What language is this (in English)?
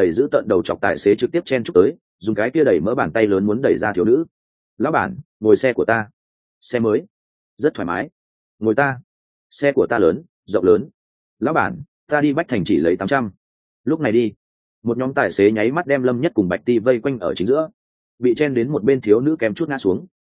Vietnamese